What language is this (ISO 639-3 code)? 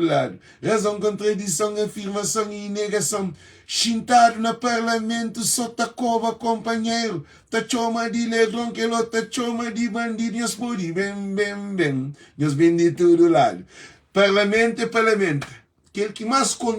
kea